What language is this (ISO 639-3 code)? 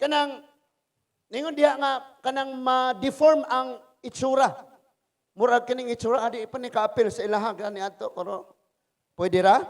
ceb